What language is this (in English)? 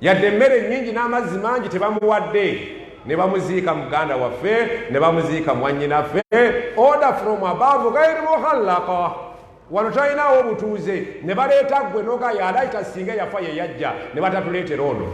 Ganda